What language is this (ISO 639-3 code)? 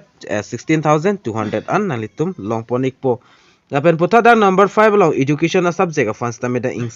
mjw